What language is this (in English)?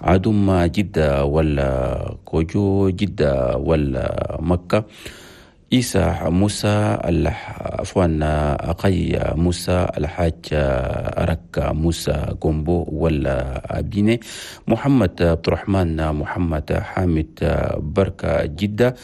Chadian Arabic